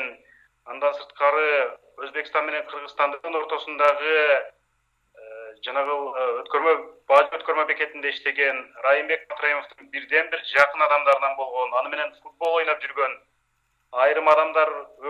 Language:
Kyrgyz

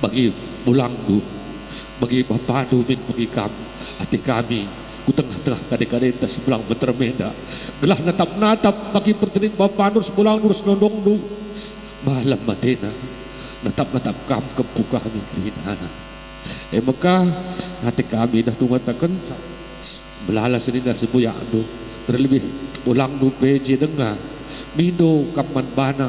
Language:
Batak Karo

